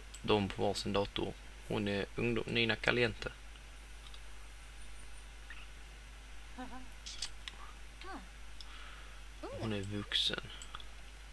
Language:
Swedish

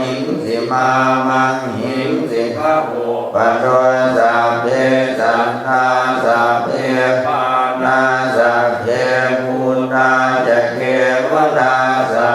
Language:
Pali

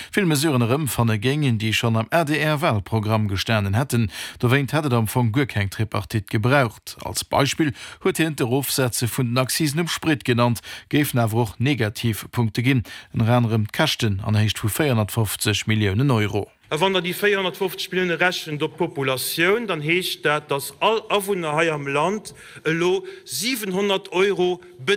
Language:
Luxembourgish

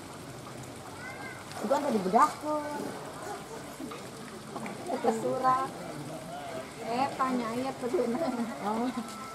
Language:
Indonesian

